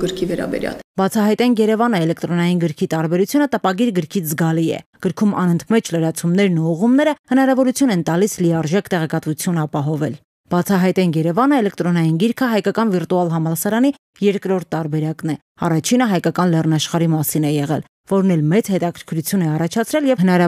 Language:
Armenian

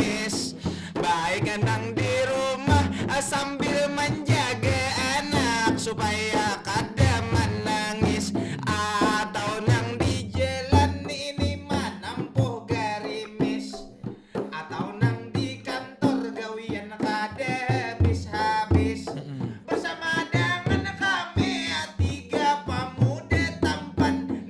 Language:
Banjar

